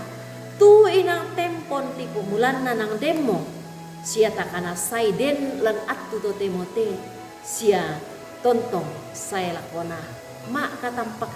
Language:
Toraja-Sa'dan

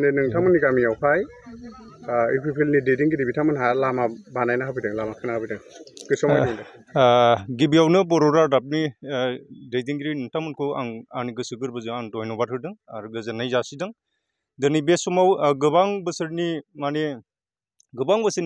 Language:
Bodo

